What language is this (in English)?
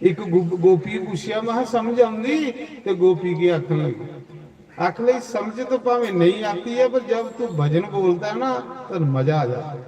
Dogri